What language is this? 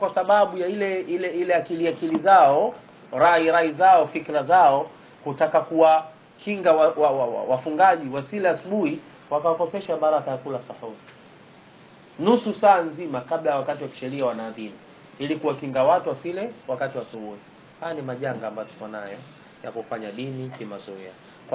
Swahili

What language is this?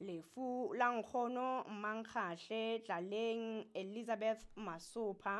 Southern Sotho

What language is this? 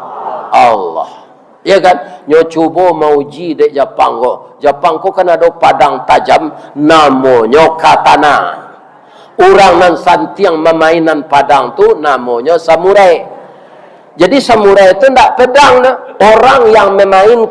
Minangkabau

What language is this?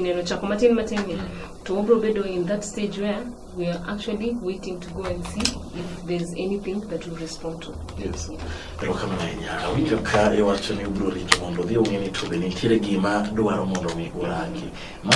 Luo (Kenya and Tanzania)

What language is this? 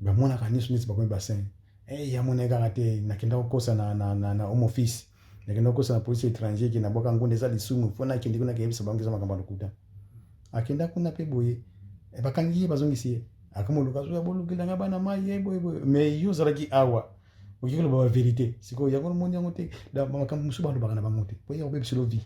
Lingala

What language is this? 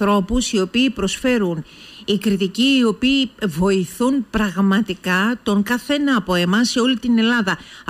Greek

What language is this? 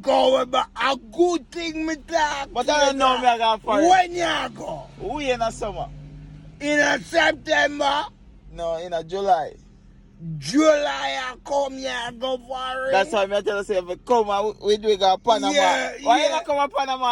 Jamaican Creole English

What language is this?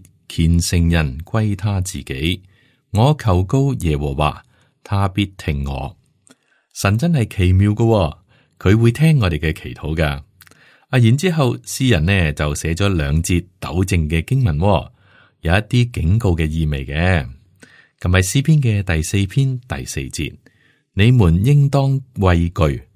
Cantonese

